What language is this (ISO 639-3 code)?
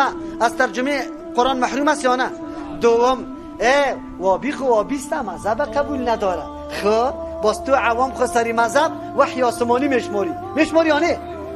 fas